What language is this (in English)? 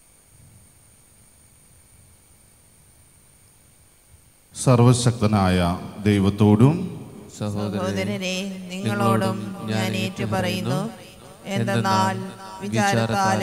Malayalam